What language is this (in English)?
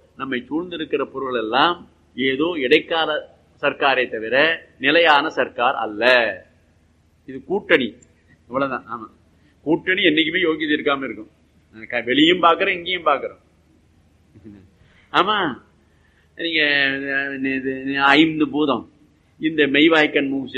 Tamil